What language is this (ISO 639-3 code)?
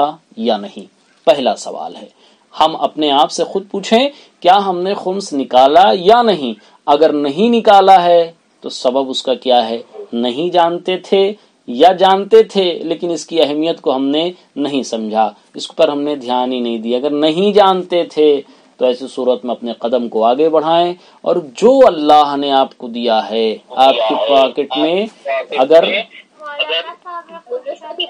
urd